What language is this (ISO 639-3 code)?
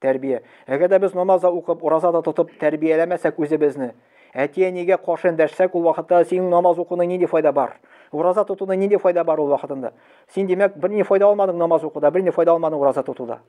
tat